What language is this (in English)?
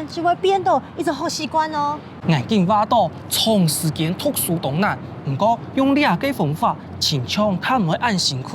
Hakka Chinese